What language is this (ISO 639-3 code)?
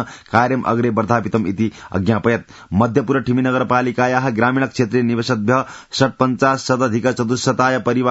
san